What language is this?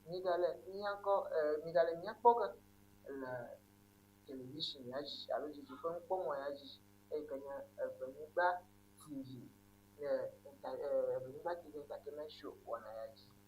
Ewe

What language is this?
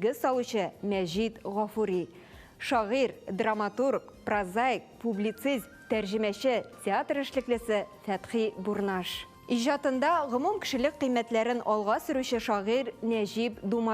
Tatar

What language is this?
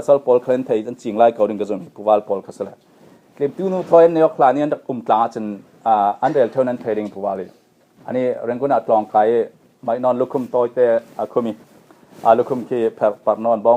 Falam Chin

